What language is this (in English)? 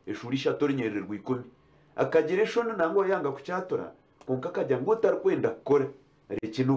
Nyankole